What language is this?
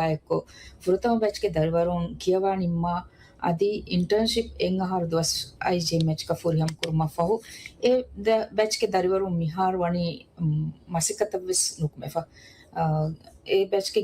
Divehi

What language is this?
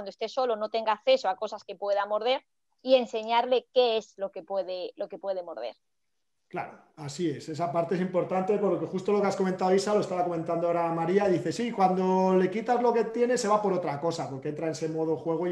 Spanish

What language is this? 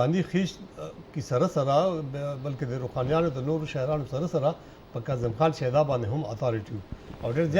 Pashto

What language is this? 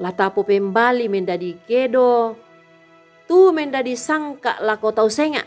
Toraja-Sa'dan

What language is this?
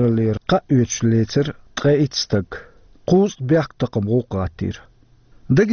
Chechen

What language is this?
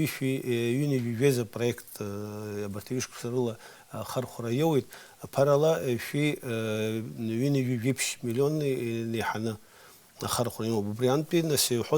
Abkhazian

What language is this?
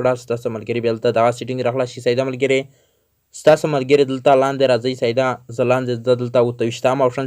Pashto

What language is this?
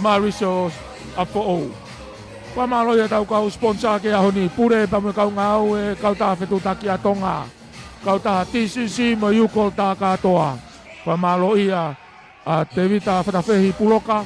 Tongan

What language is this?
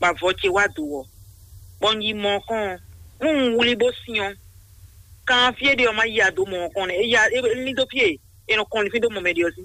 Fon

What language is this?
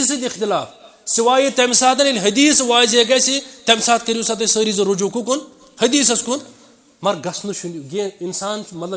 Kashmiri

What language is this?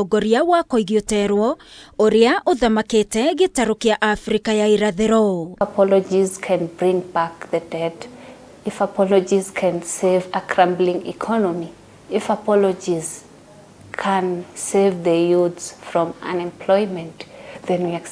Kikuyu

